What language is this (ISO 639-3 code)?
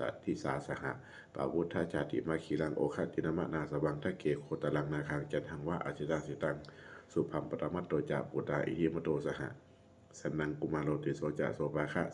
pli